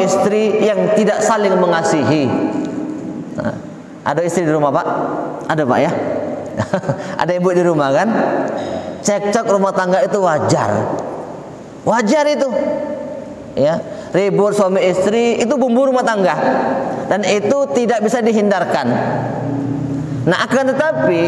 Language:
Indonesian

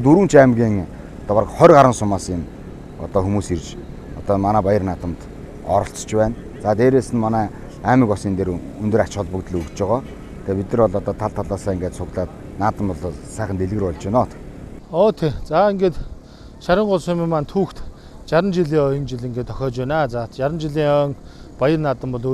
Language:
Mongolian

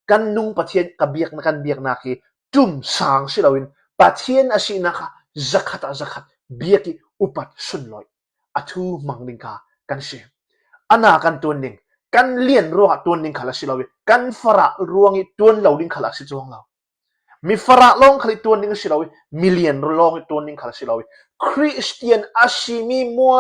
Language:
Hakha Chin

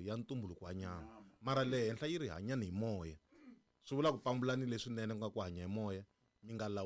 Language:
Tsonga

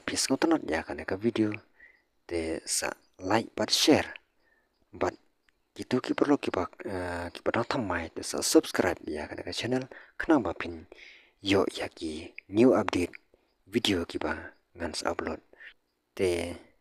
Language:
Khasi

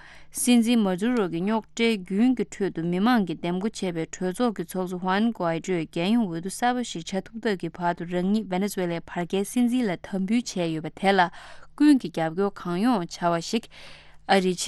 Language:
Tibetan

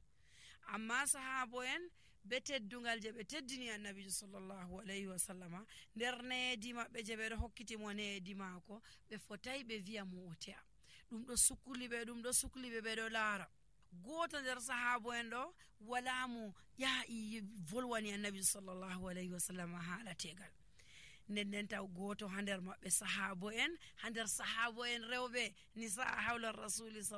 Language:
Nigerian Fulfulde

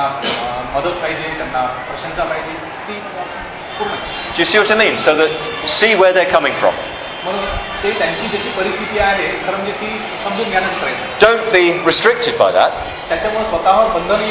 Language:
Marathi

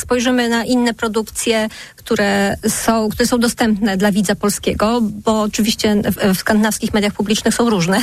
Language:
Polish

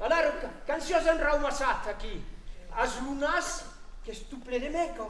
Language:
Occitan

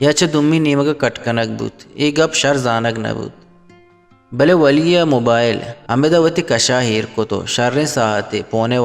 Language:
Eastern Balochi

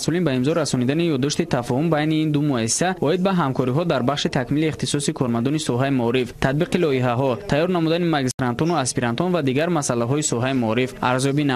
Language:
Tajik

